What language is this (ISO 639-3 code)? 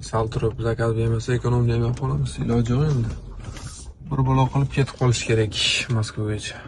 uzb